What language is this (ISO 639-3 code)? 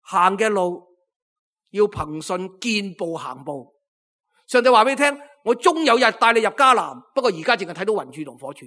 yue